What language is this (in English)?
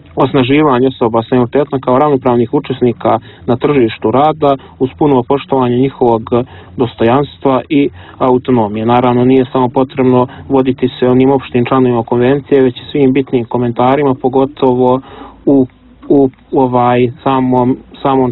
Serbian